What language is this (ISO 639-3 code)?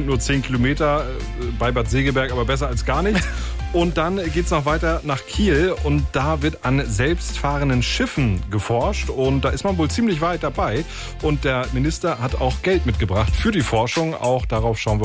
deu